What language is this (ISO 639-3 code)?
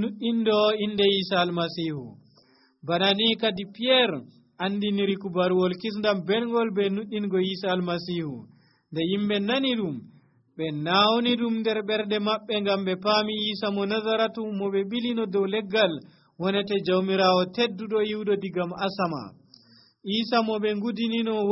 fuv